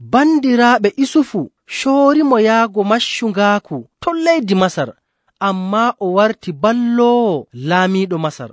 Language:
Nigerian Fulfulde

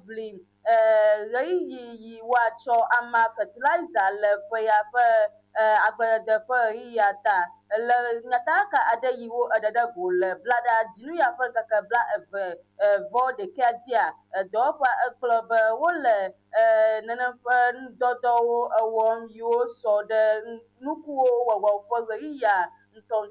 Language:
Ewe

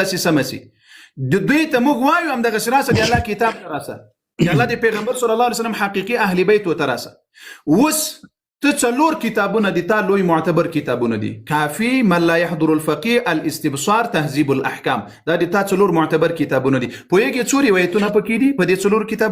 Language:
Pashto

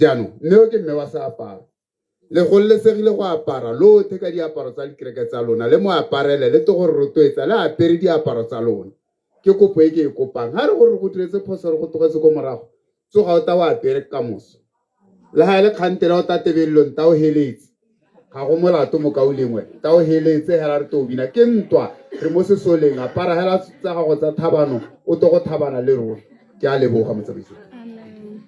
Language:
Tswana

